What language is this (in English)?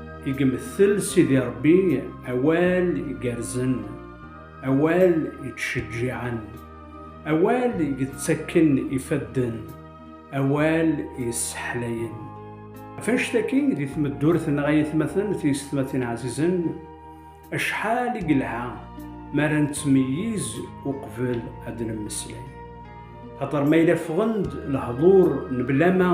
Kabyle